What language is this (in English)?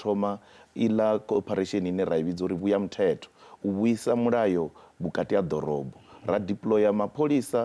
Venda